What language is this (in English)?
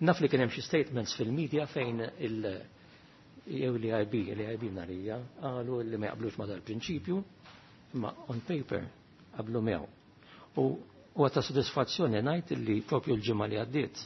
Maltese